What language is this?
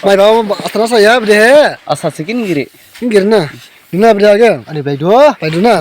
Dimasa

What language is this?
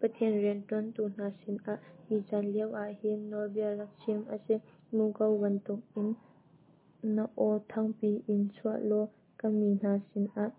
Hakha Chin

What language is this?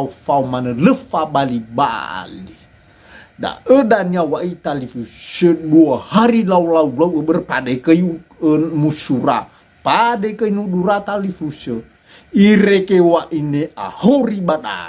Nias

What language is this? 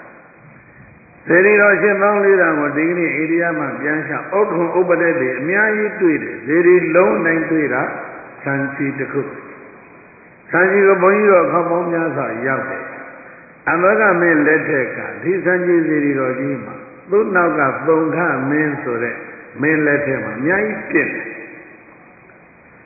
Burmese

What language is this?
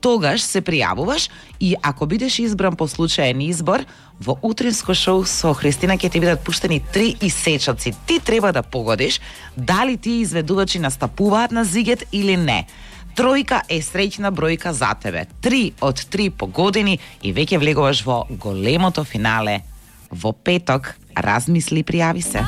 Macedonian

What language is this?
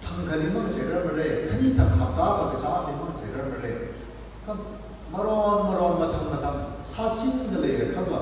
Tangkhul Naga (India)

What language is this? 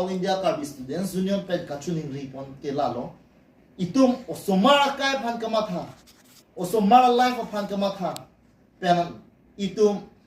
Karbi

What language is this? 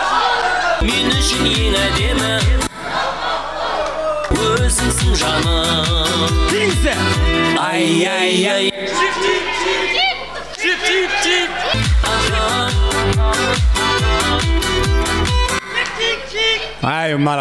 Kara-Kalpak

